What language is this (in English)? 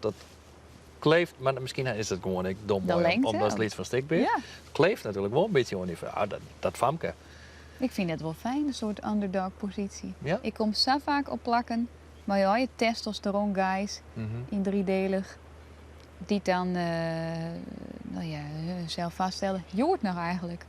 Western Frisian